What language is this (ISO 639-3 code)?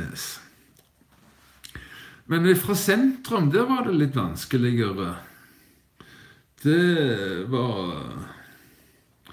nor